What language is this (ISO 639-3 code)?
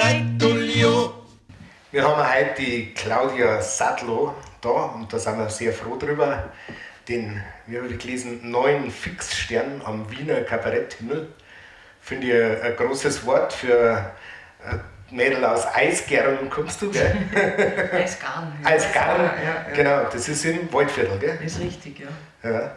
bar